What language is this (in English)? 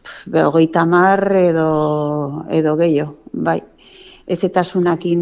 Basque